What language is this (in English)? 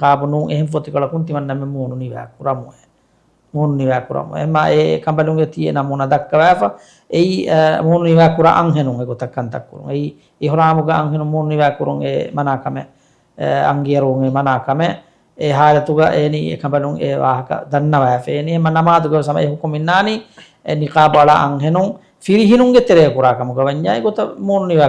Divehi